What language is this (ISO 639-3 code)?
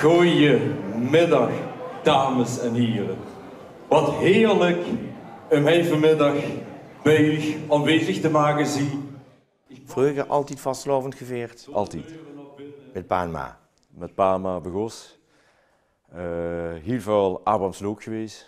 lim